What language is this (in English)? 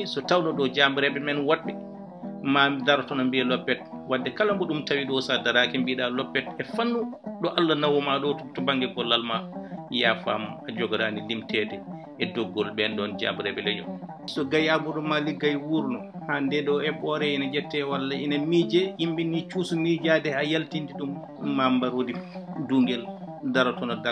Fula